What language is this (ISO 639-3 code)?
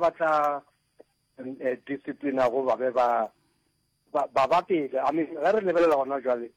nso